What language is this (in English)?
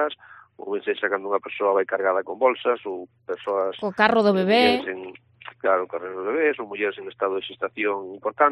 Galician